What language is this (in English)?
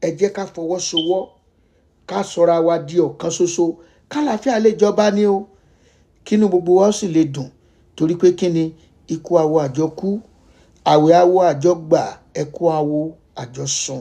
Yoruba